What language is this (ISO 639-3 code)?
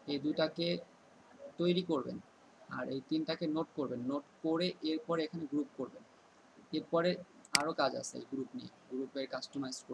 ben